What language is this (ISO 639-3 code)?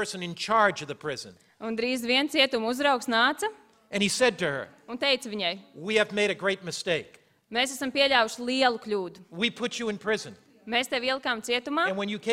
lav